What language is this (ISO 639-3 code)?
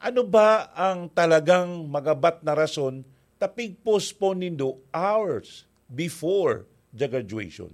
bik